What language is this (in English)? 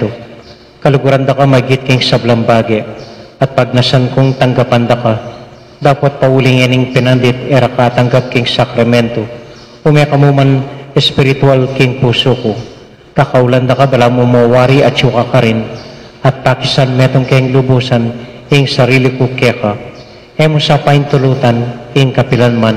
Pampanga